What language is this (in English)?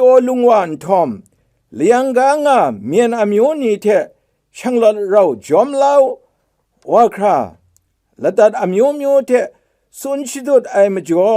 Kachin